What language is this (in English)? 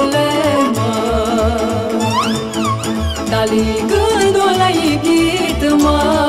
Romanian